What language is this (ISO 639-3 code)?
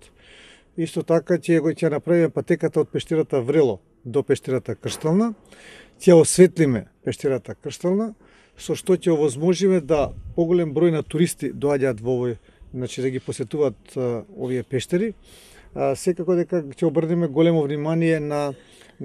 mkd